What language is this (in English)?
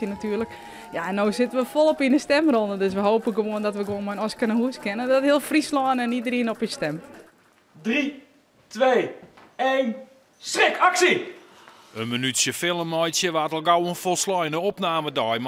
Western Frisian